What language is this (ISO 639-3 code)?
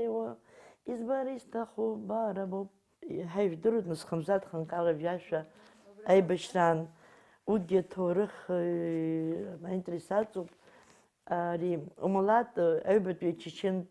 abk